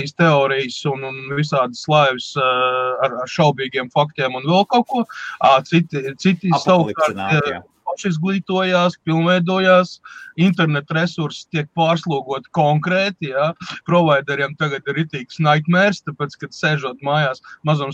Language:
Latvian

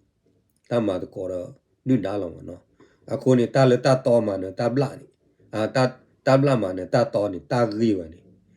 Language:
S'gaw Karen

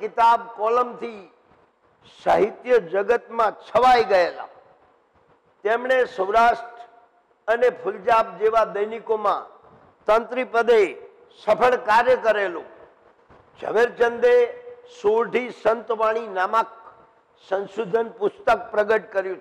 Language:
Gujarati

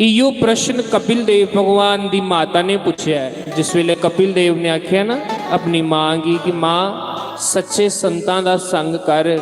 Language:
Dogri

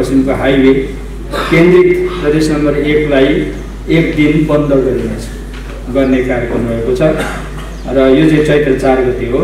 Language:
Nepali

